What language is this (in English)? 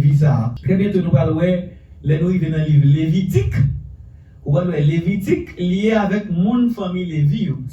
Haitian Creole